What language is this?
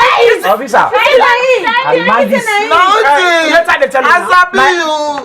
Krio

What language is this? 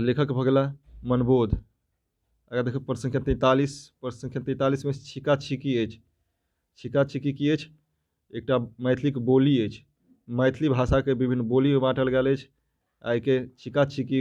Maithili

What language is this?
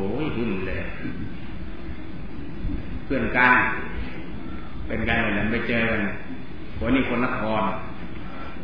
Thai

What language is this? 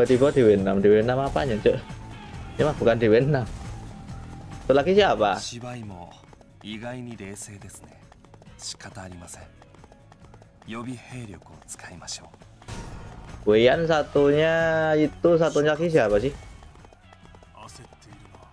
Indonesian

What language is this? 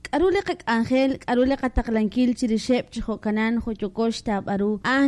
Kekchí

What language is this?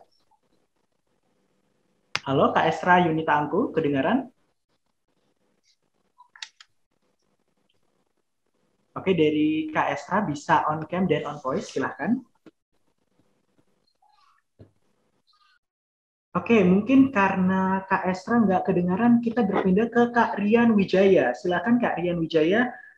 Indonesian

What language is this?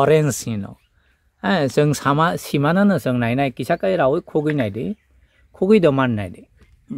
Kok Borok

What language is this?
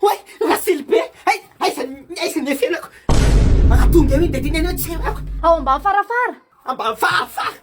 Malagasy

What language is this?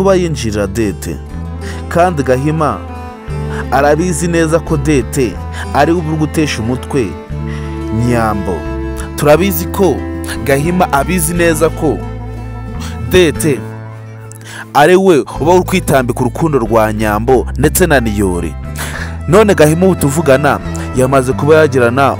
Kinyarwanda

